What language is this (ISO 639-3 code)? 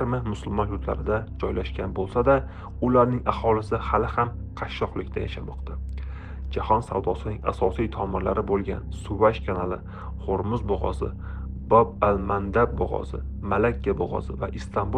uzb